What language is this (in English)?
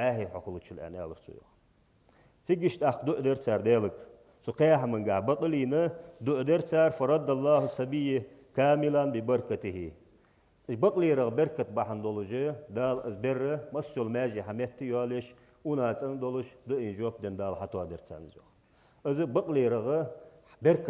Ingush